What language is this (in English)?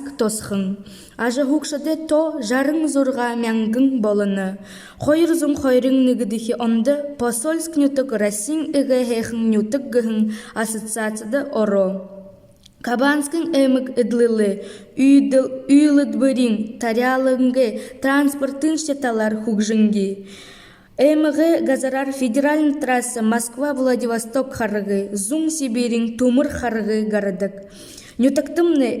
Buriat